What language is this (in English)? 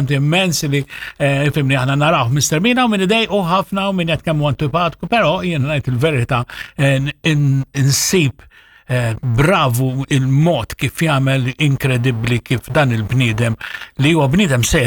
Maltese